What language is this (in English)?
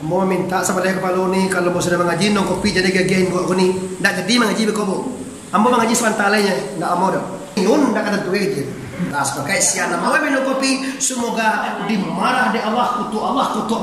Minangkabau